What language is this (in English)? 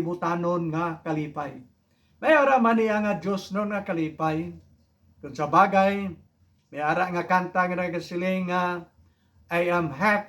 Hiligaynon